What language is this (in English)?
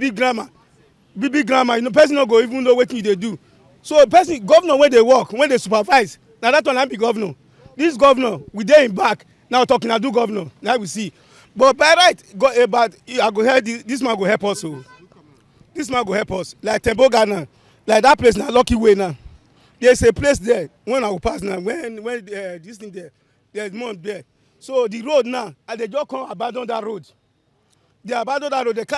Nigerian Pidgin